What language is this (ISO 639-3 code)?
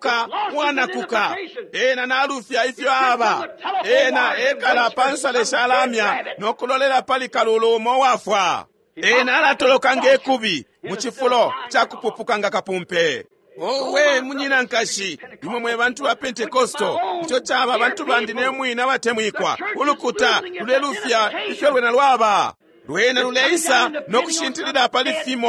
bem